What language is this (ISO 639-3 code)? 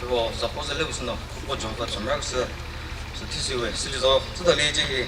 nri